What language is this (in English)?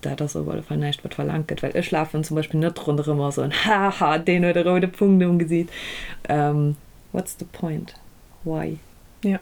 Luxembourgish